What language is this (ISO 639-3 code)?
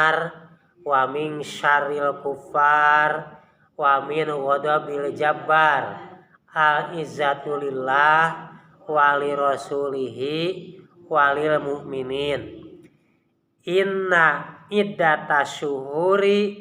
sun